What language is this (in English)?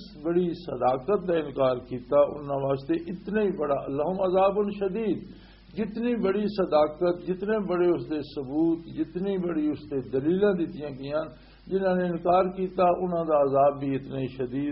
Western Panjabi